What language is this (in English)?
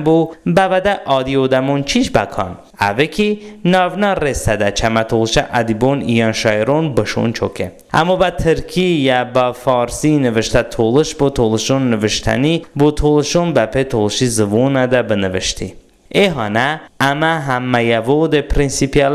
Talysh